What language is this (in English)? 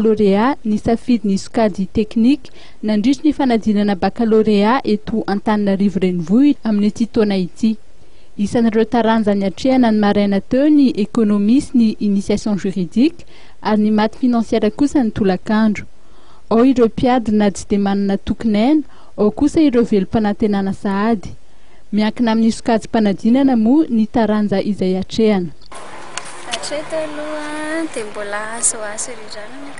Malagasy